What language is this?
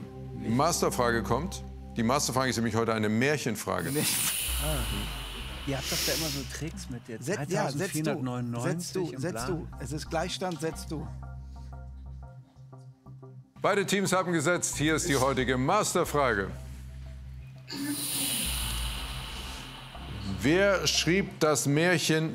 German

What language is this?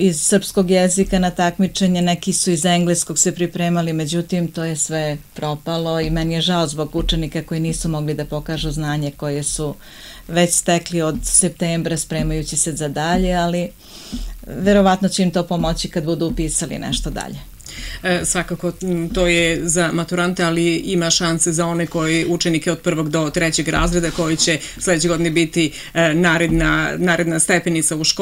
Serbian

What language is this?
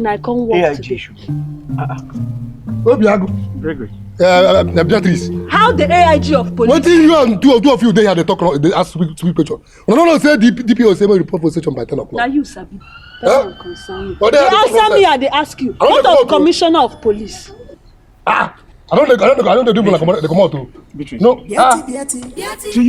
Nigerian Pidgin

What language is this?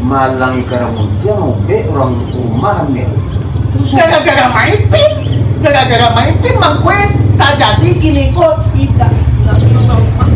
Minangkabau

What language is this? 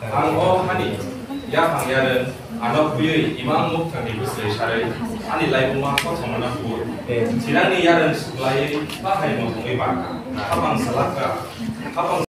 Kok Borok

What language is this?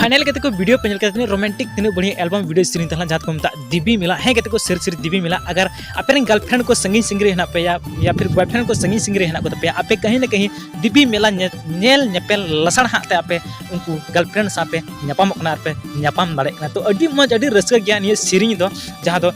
Santali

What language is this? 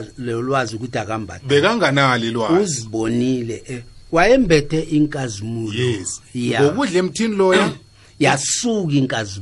South Ndebele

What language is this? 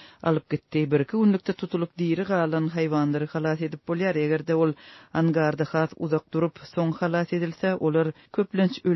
Turkmen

